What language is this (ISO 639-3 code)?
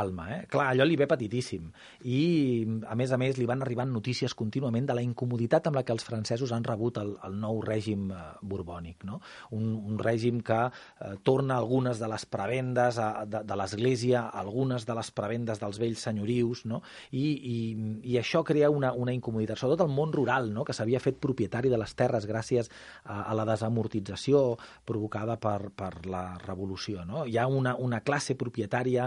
cat